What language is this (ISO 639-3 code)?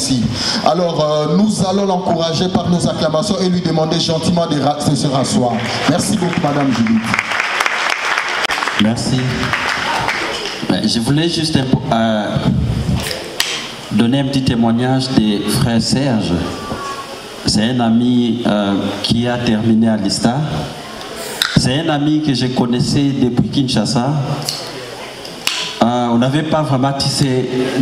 fra